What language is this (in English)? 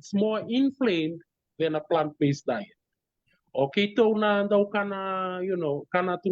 Fijian